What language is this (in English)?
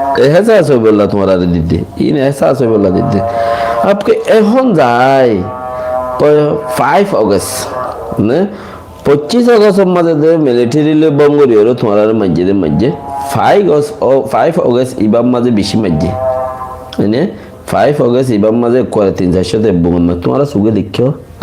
Rohingya